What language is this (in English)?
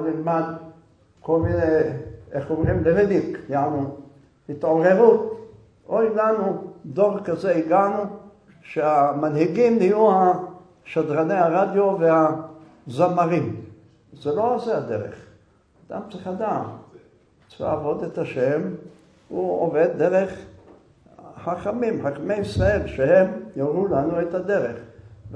Hebrew